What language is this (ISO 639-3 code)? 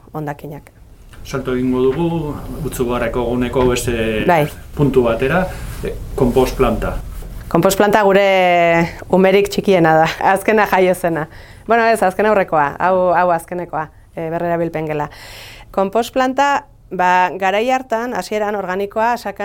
eus